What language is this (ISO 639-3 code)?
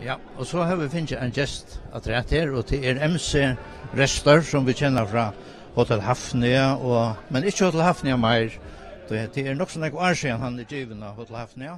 fao